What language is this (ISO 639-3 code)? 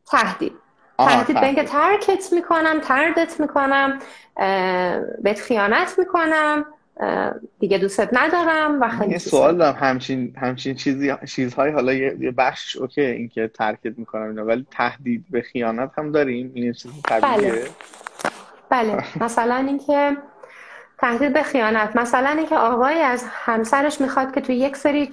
fas